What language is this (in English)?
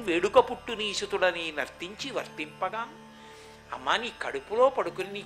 Telugu